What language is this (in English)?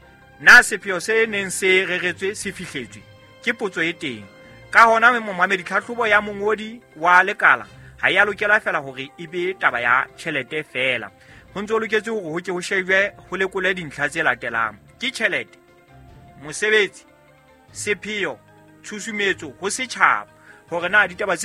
Southern Sotho